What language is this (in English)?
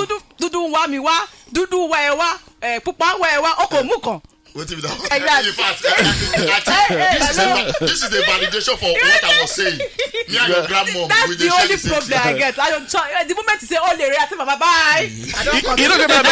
Nigerian Pidgin